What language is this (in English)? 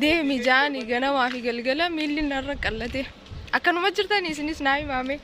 Oromo